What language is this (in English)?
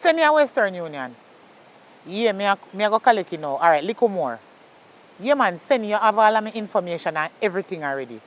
Jamaican Creole English